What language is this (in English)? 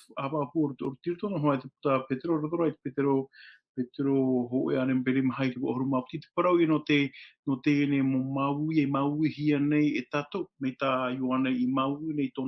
Tahitian